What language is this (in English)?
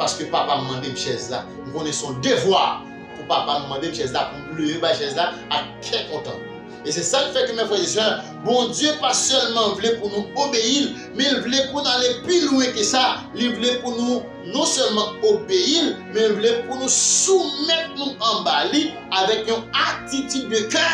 Haitian Creole